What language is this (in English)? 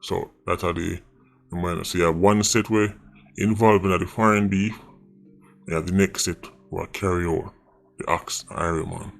Jamaican Creole English